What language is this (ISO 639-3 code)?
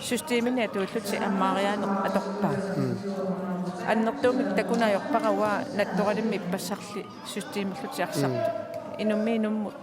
kal